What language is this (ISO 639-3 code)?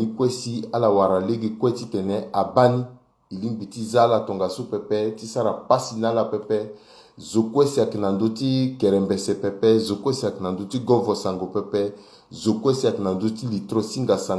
sag